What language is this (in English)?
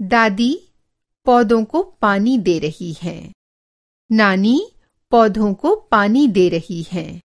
Kyrgyz